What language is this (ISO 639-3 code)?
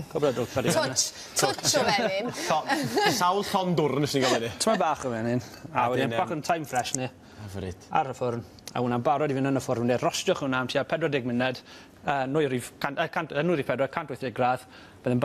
cym